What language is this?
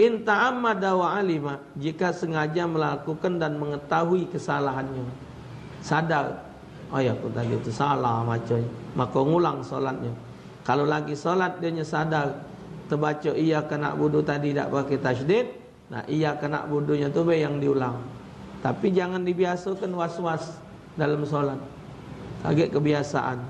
Musi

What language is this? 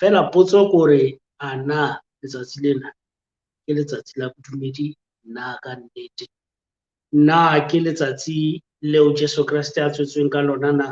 Southern Sotho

